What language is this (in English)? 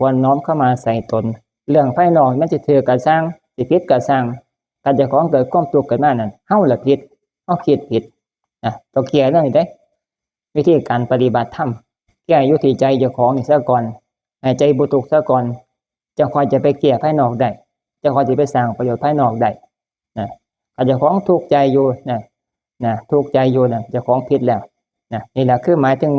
Northeastern Thai